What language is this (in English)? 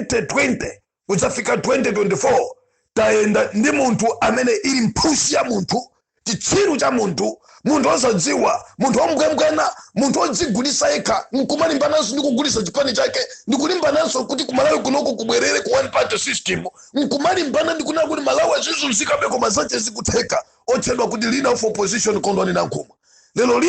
Nyanja